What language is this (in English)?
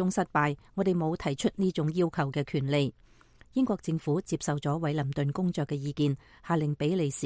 Cantonese